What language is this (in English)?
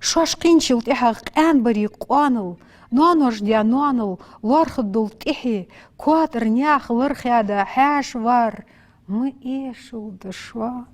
Ingush